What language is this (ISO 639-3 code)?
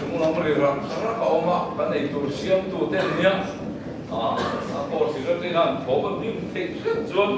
lus